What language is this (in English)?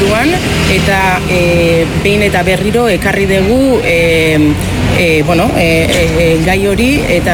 Basque